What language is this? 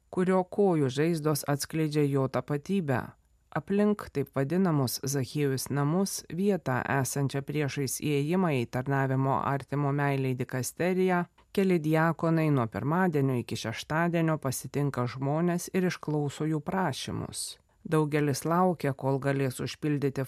Lithuanian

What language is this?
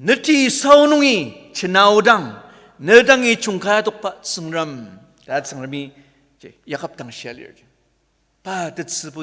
Ao Naga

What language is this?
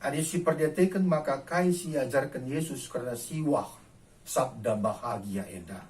Batak Karo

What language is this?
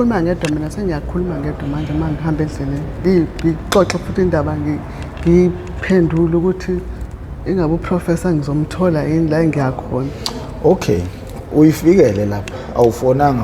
Zulu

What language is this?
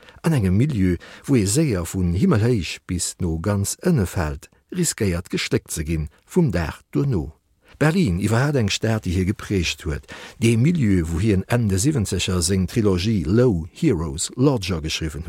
Luxembourgish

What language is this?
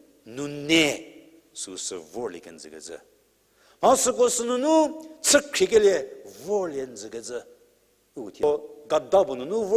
Angami Naga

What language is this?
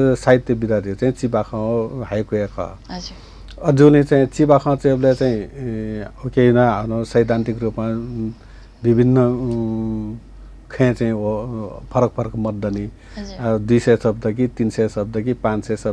Newari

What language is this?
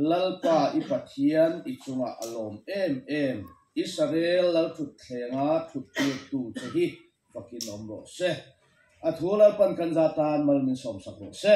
Mizo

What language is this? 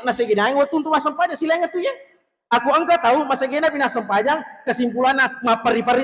Buginese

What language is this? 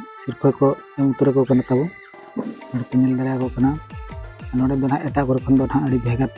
Santali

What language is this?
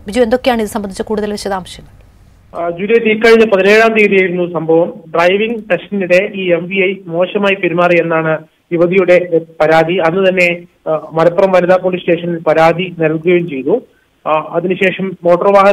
Malayalam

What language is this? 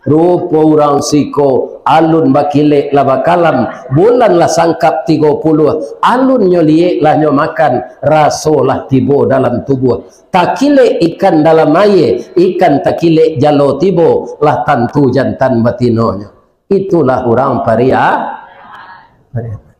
Minangkabau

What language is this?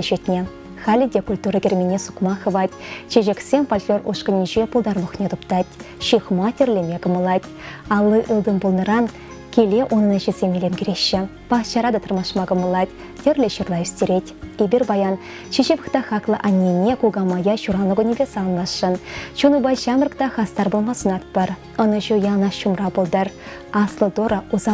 Chuvash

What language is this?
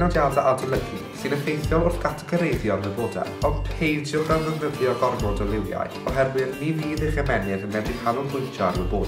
Welsh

